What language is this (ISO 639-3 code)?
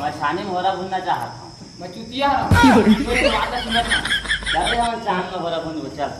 hne